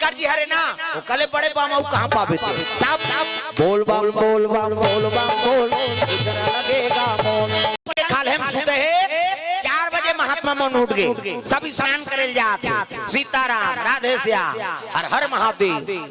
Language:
Chhattisgarhi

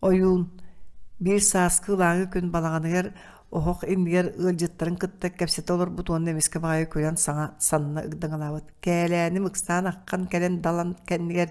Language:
Yakut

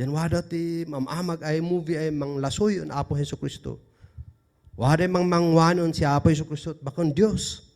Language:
Kankanaey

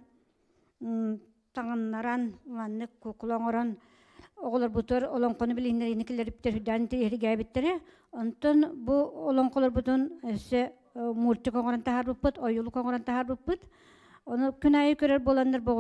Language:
Yakut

